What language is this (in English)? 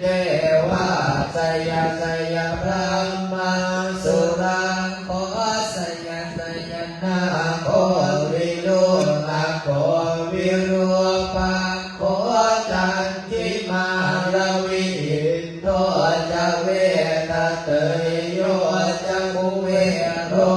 Pali